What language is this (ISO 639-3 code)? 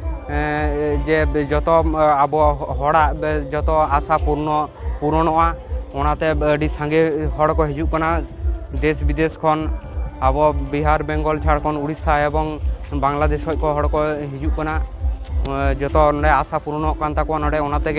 sat